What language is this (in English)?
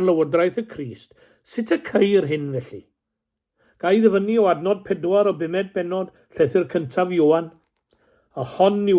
Welsh